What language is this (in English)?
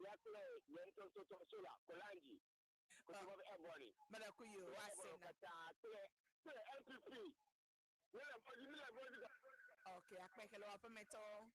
Ewe